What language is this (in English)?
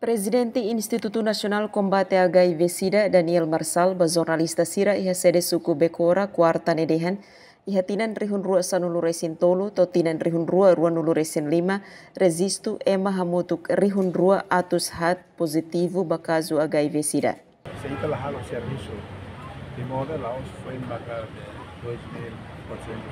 Tetum